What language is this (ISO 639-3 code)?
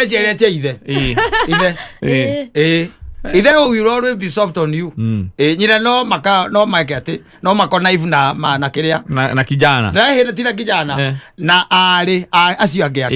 kik